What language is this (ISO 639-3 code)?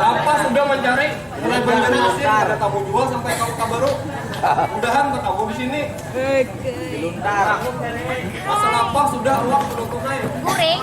bjn